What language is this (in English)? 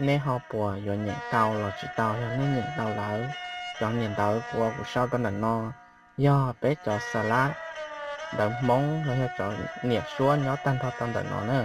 Hmong